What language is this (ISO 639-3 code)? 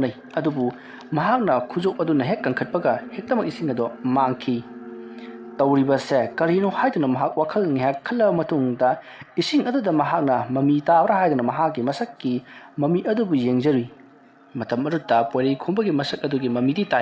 mni